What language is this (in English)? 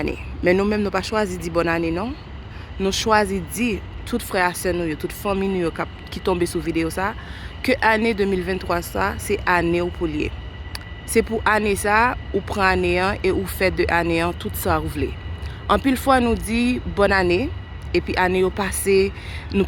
Haitian Creole